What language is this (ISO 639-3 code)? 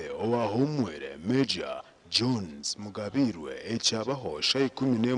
nyn